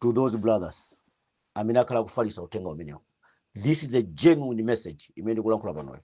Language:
Nyanja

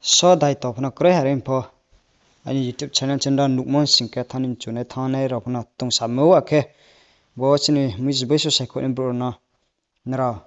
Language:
Riang (India)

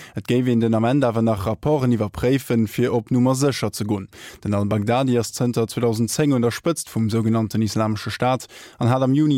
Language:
Luxembourgish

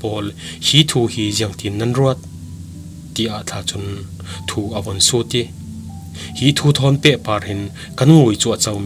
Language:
Falam Chin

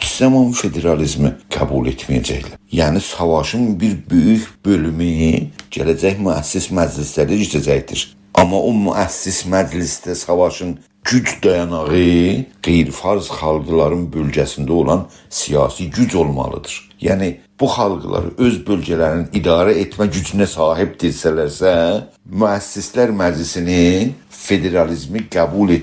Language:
South Azerbaijani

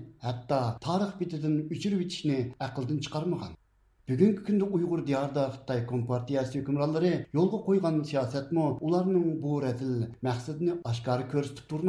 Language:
Uyghur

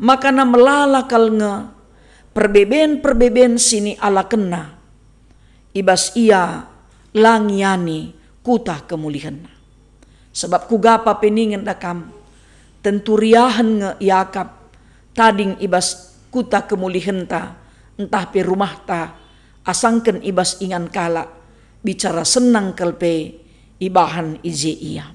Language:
Batak Karo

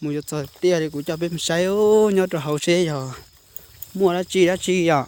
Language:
Hmong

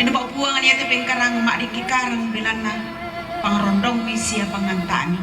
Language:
Toraja-Sa'dan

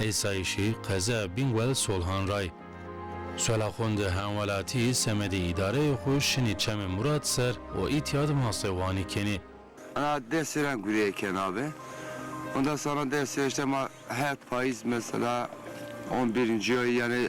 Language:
Zaza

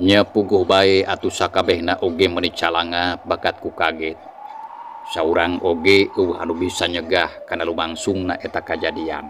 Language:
Sundanese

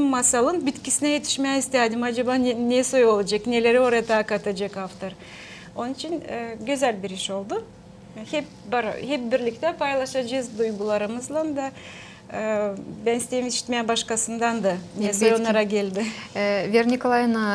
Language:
Gagauz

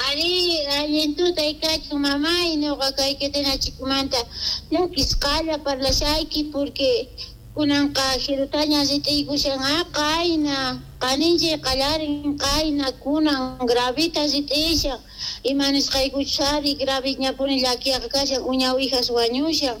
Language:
South Bolivian Quechua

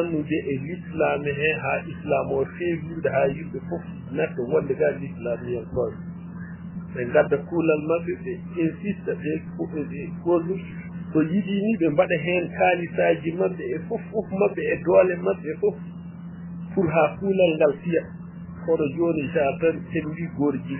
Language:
Fula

